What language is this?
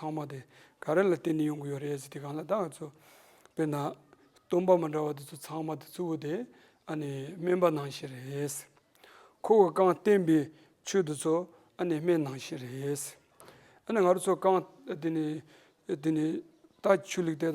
Tibetan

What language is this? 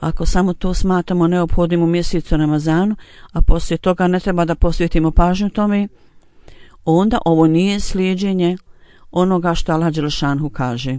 Bosnian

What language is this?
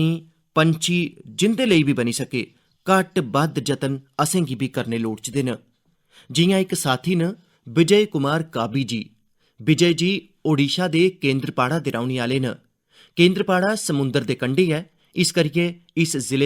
Dogri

